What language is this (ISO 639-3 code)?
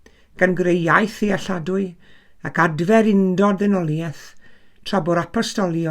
cym